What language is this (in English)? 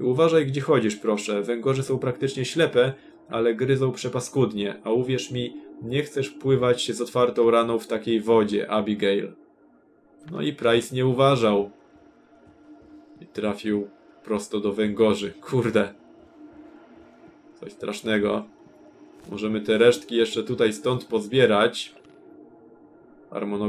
Polish